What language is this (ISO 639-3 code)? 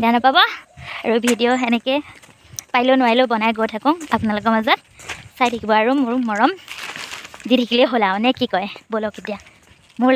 asm